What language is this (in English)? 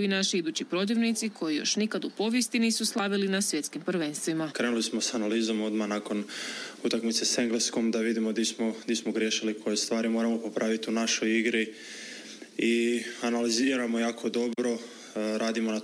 Croatian